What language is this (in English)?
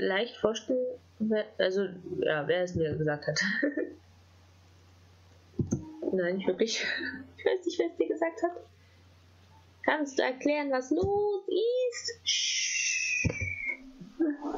German